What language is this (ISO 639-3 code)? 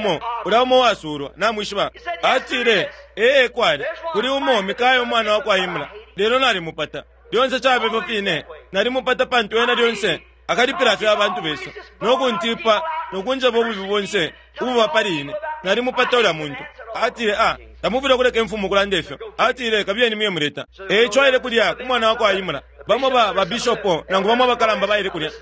bem